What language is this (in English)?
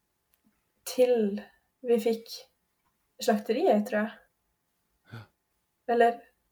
Norwegian